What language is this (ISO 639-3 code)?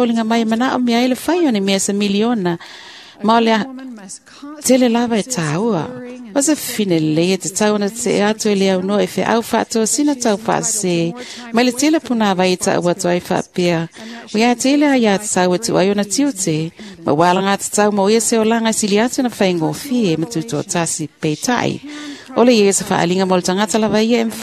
smo